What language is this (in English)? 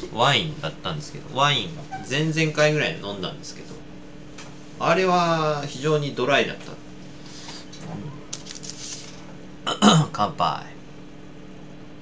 Japanese